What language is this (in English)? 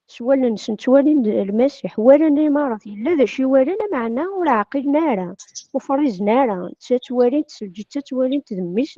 Kabyle